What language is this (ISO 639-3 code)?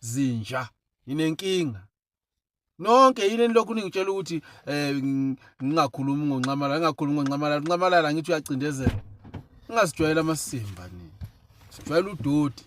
zul